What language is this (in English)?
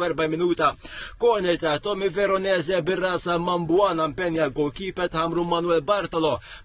Maltese